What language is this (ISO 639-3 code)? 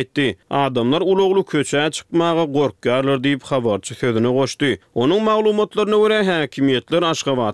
tuk